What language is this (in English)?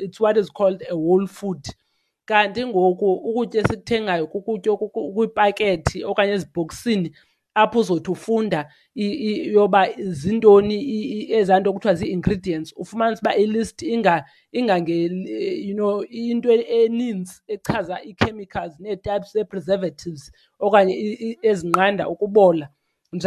Xhosa